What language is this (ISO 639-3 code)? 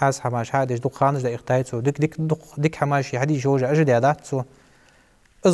inh